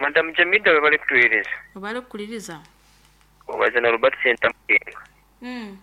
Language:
Nyoro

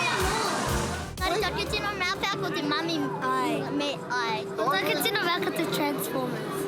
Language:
Māori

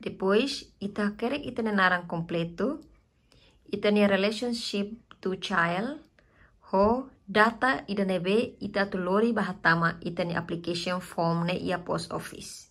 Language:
Tetum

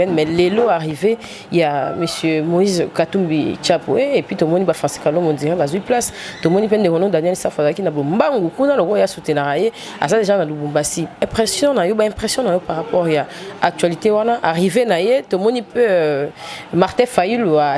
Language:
Lingala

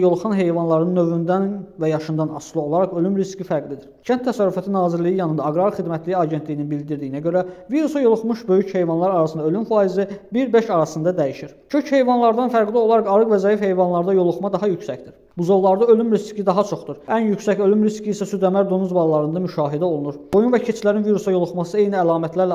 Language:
Azerbaijani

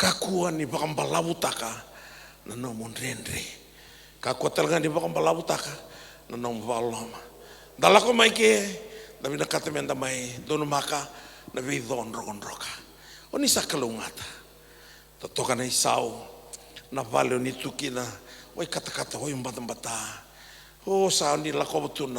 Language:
Fijian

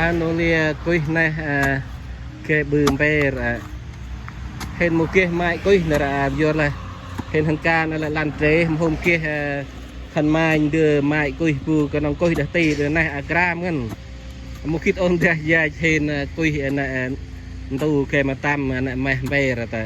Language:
Central Mnong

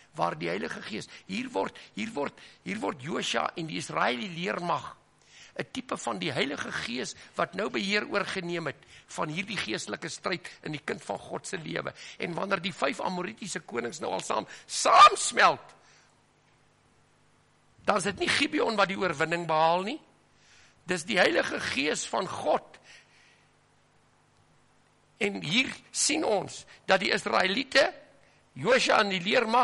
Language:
Afrikaans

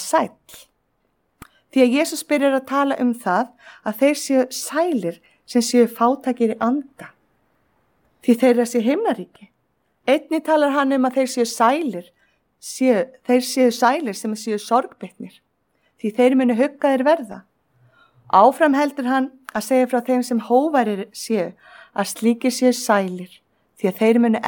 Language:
Icelandic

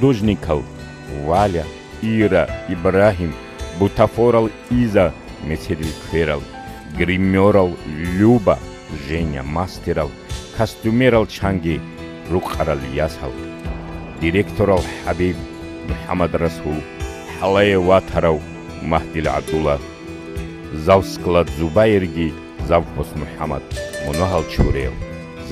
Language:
Avaric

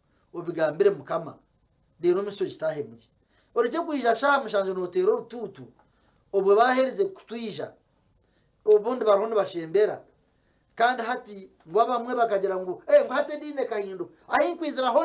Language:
Nyankole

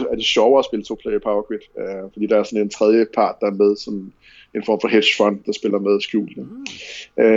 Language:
Danish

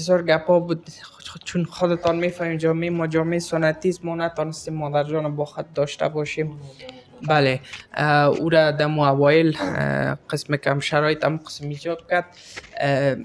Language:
Persian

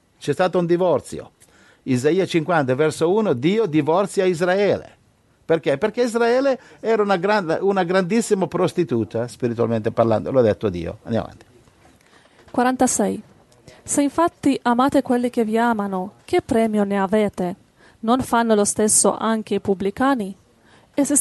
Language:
Italian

